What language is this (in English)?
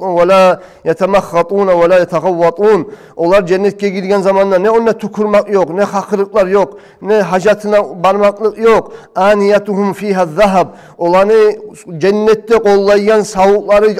Kumyk